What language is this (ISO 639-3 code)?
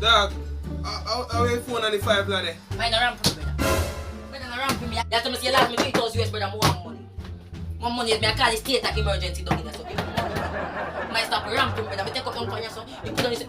jam